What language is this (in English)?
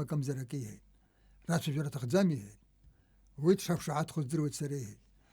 Abkhazian